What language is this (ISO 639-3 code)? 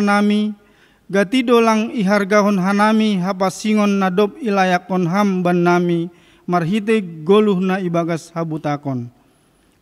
bts